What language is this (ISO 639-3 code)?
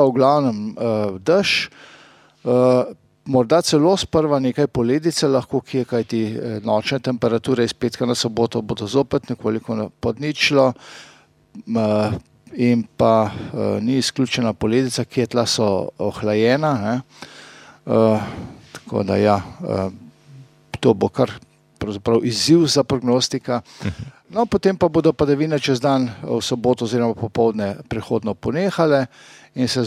slv